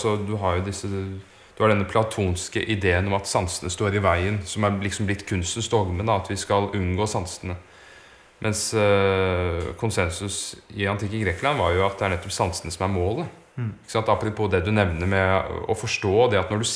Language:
Norwegian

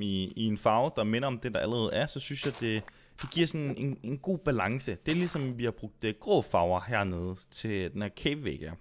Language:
Danish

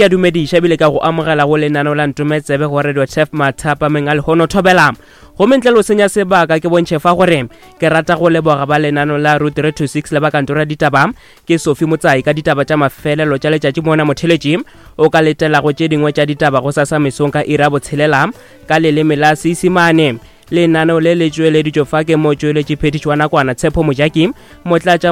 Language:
Northern Sotho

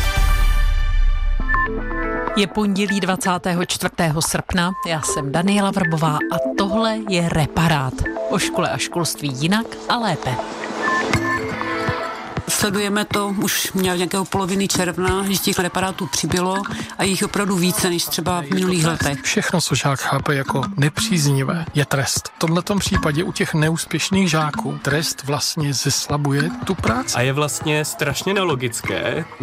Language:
Czech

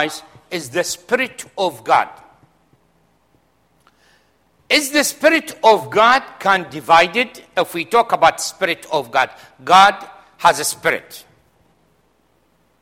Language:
English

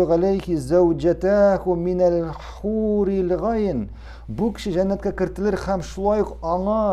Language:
Tatar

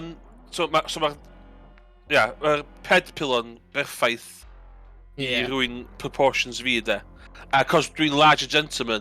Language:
Welsh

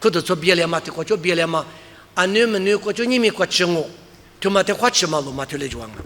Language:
Lisu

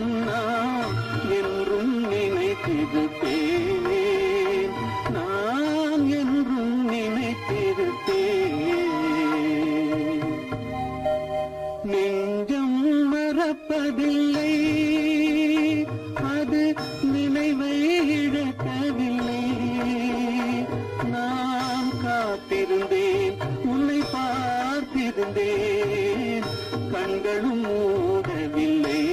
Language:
Tamil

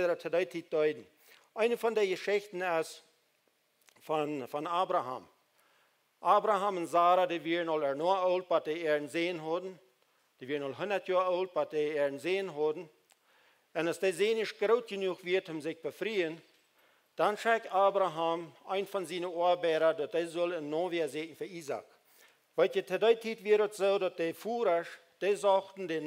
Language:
Plautdietsch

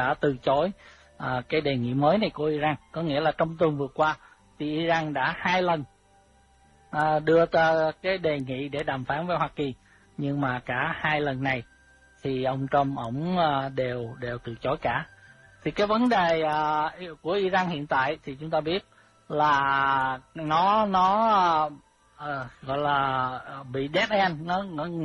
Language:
Vietnamese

